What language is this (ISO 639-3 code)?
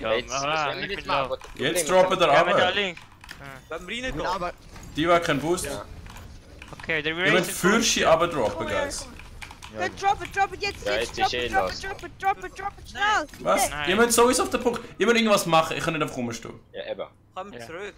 gsw